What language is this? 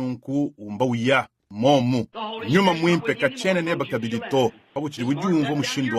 Luba-Lulua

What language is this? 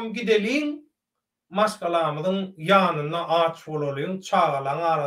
Turkmen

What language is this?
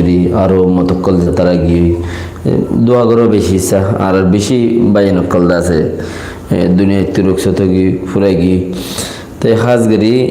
Rohingya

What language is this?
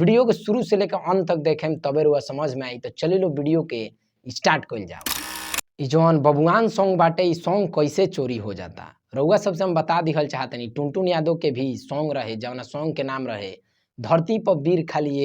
Bhojpuri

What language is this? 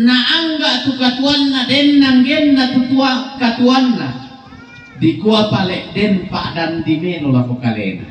Toraja-Sa'dan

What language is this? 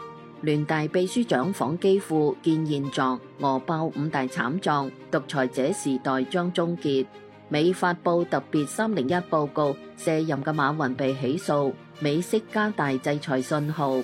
Cantonese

